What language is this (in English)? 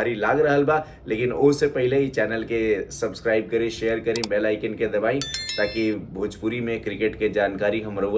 Bhojpuri